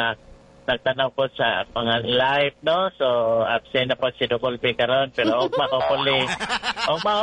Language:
Cebuano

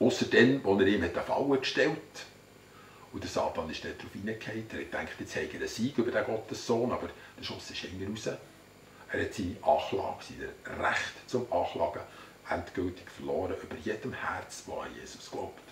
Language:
Swiss German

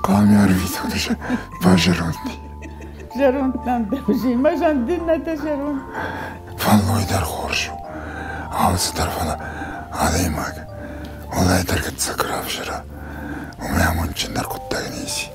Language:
Ossetic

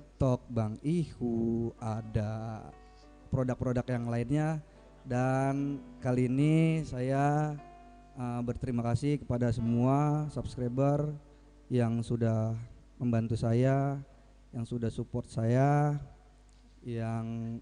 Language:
Betawi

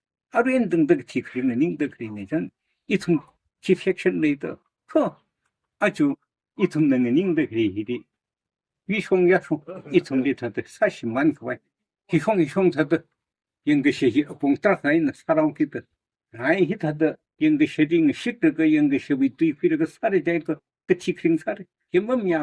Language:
Tangkhul Naga (India)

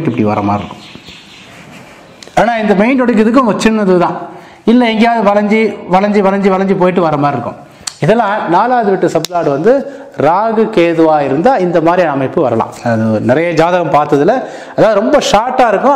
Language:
Tamil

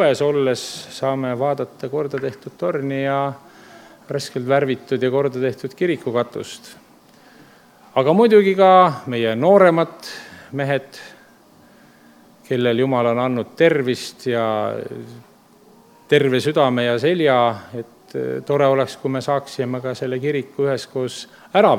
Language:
Estonian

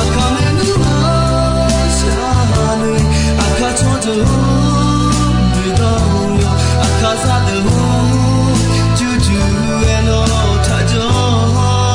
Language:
Akha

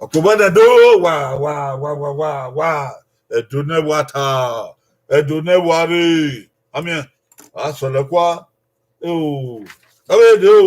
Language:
Bini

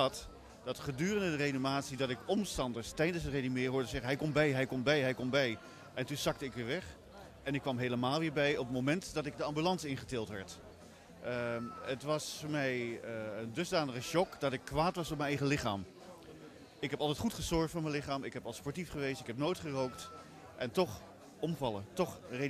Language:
Dutch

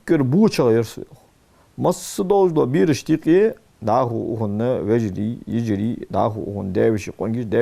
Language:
Ingush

